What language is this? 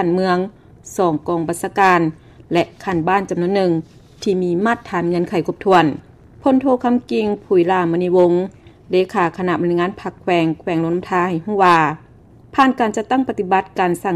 Lao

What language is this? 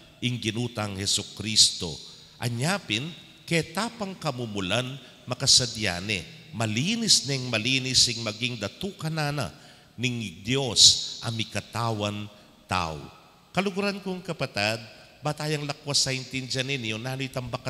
Pampanga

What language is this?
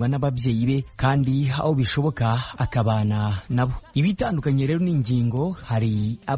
Kinyarwanda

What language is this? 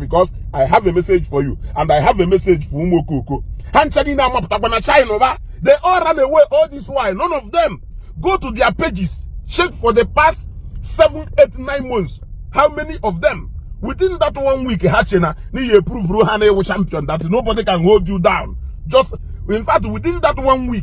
Igbo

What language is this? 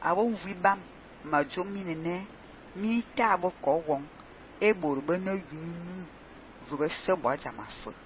Fang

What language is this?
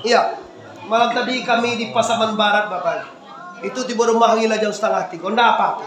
Minangkabau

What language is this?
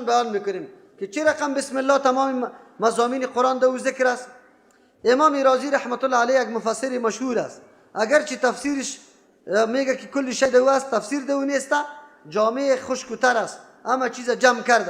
Persian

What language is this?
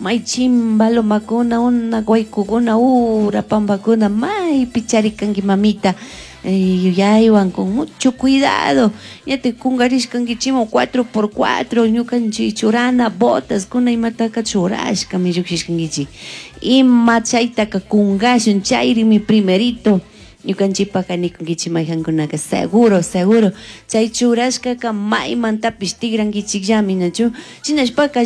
Chimborazo Highland Quichua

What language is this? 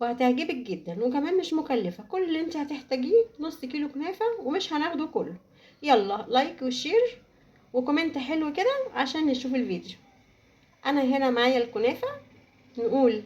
Egyptian Arabic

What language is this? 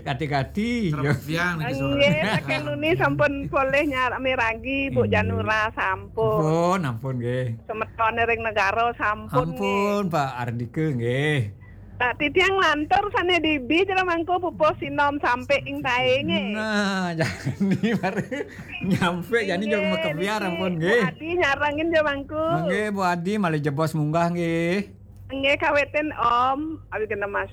Balinese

